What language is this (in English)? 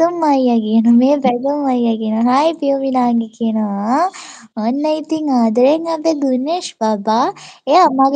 Sinhala